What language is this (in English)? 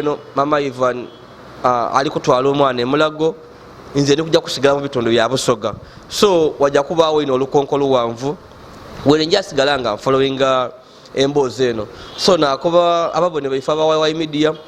Ganda